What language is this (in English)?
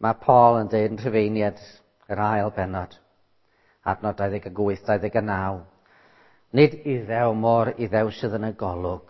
Welsh